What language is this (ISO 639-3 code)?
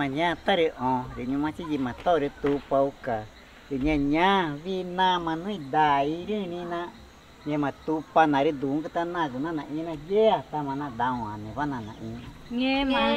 tca